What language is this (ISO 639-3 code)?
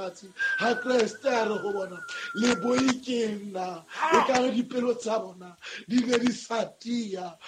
sot